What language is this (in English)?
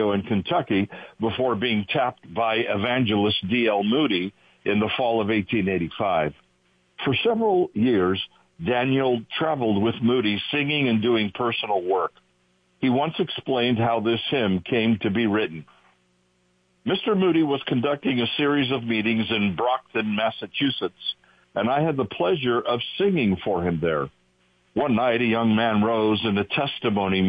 English